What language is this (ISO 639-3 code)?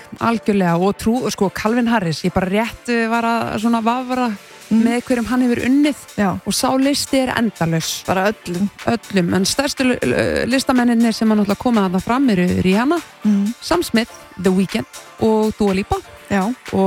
isl